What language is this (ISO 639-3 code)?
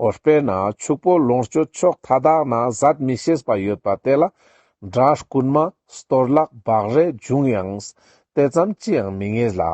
lbj